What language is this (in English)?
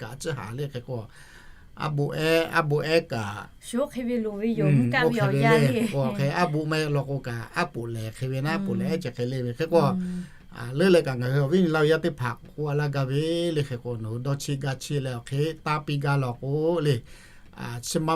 Lahu